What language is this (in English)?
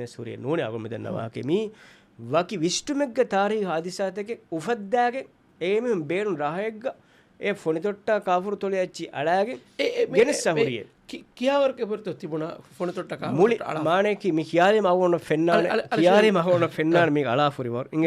Divehi